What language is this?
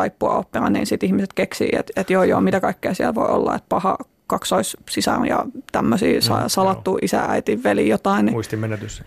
Finnish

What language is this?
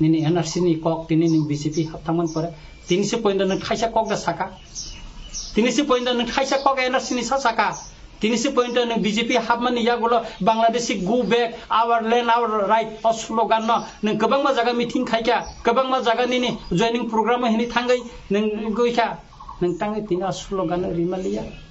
Kok Borok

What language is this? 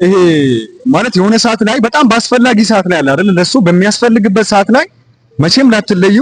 Amharic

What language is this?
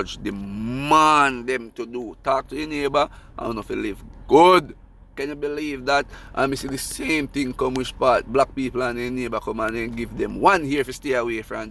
Jamaican Creole English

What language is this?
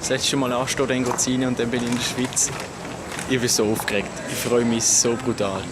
Swiss German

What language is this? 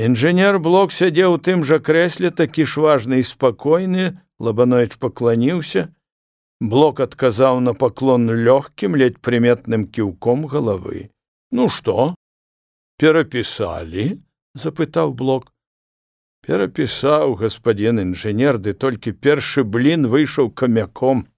Belarusian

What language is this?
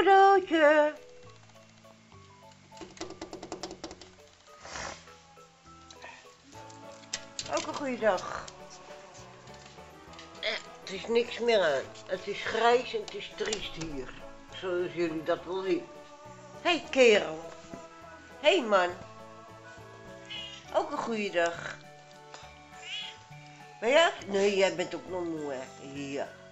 Dutch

